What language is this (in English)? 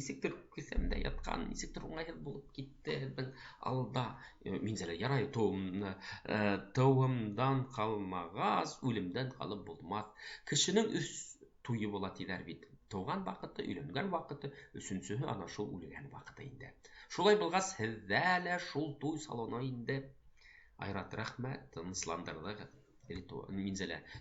Bashkir